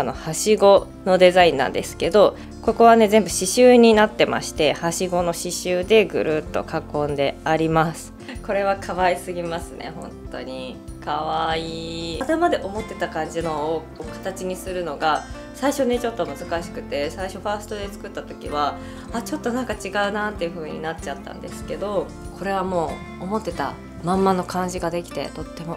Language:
Japanese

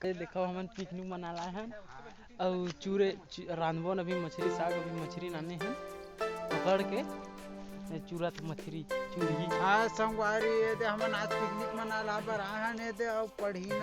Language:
Chhattisgarhi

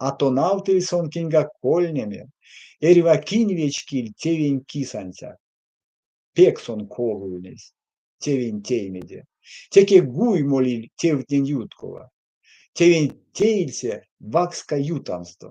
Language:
Erzya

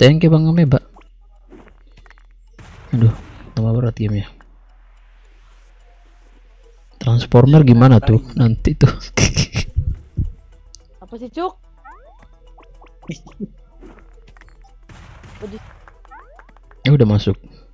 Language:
Indonesian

